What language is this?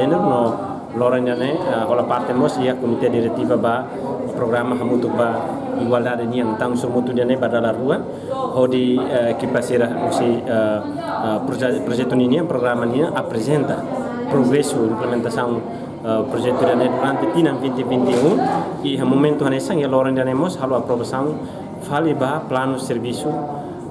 Tetum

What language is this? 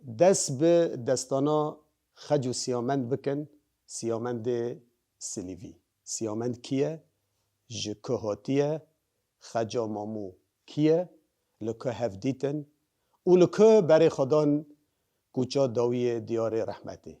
Kurdish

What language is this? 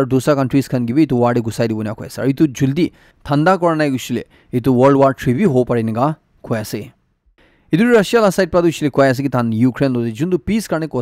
Naga Pidgin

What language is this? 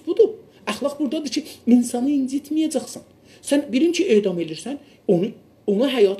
South Azerbaijani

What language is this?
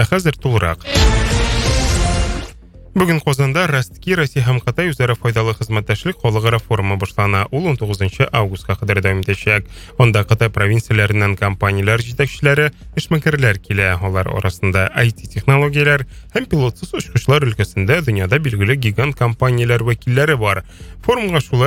Tatar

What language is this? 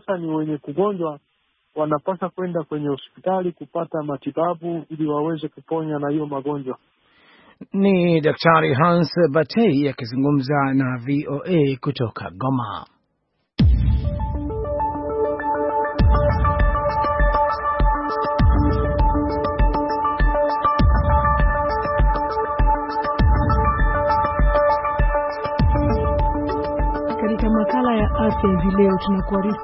Swahili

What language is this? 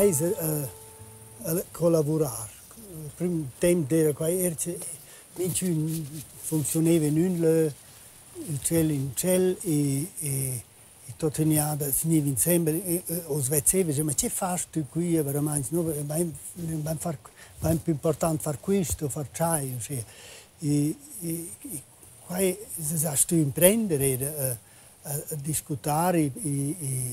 Romansh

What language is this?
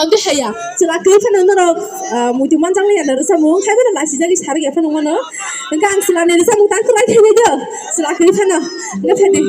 Kok Borok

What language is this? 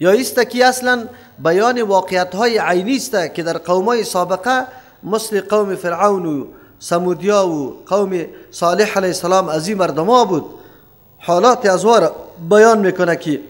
Persian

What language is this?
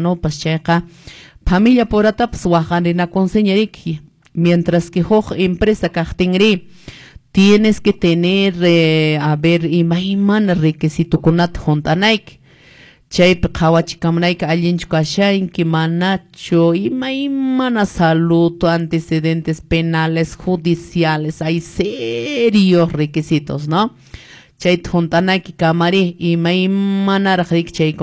Quechua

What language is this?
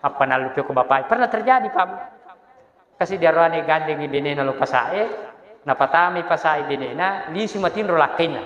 Buginese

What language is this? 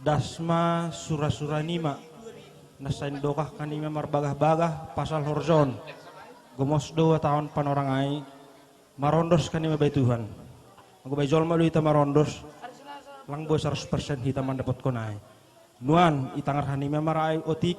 Batak Simalungun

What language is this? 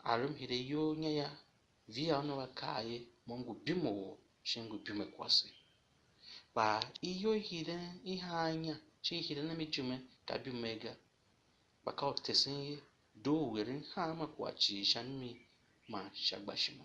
Tiv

